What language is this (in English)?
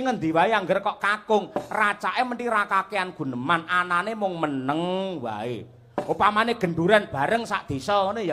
Javanese